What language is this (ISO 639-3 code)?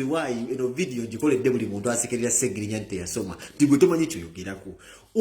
lug